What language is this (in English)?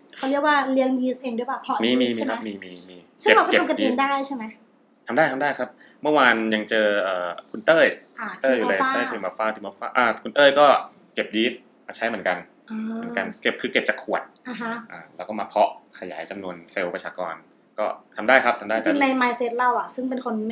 Thai